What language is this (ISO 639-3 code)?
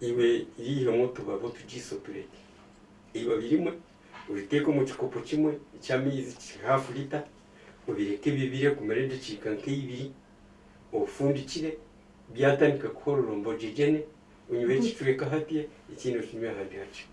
nyn